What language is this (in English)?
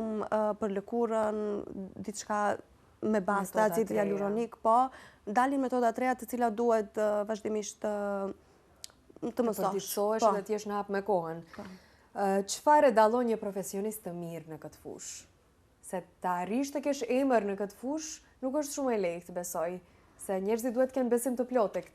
Albanian